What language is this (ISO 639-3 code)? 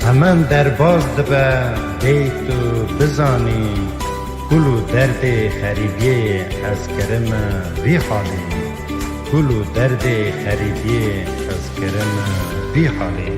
kur